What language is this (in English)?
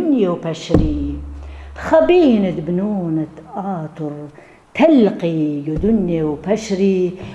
Assyrian Neo-Aramaic